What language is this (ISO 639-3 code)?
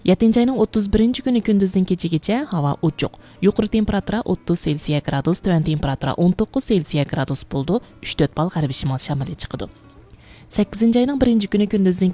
uig